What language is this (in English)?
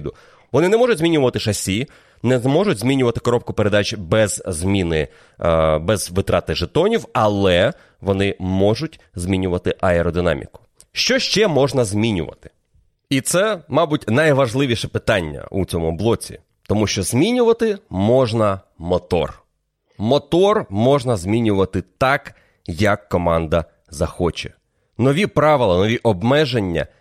Ukrainian